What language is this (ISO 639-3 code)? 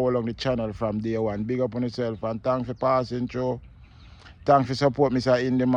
jam